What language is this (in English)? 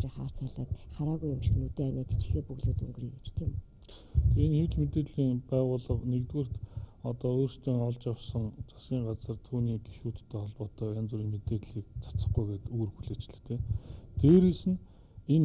Mongolian